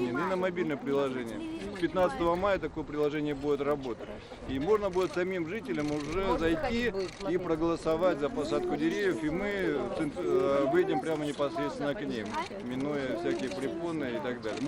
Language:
Russian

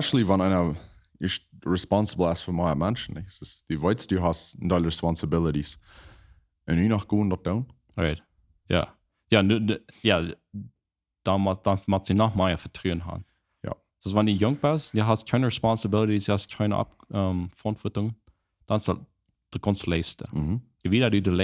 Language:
Plautdietsch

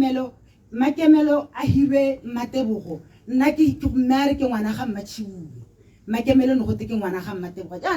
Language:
Tswana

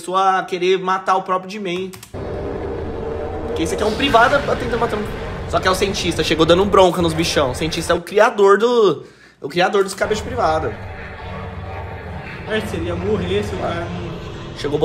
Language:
Portuguese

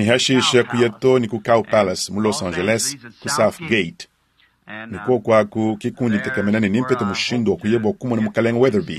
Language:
Luba-Lulua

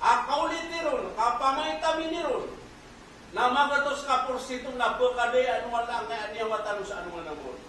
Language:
Maranao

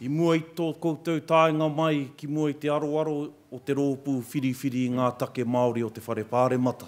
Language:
Māori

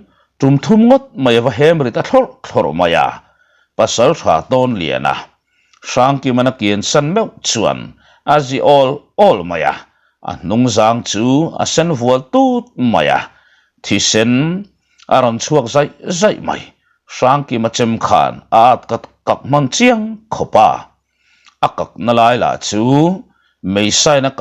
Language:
Mizo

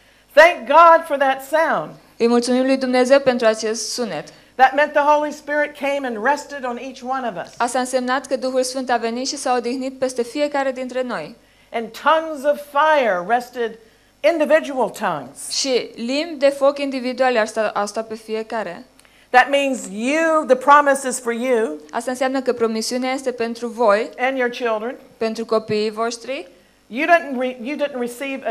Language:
Romanian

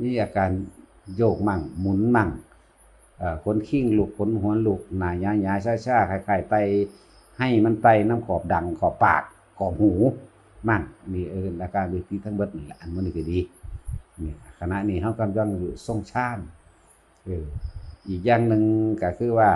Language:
Northeastern Thai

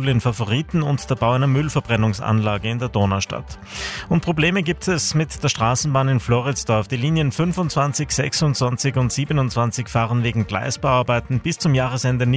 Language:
German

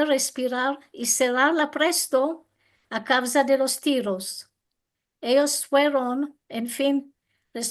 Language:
Ladino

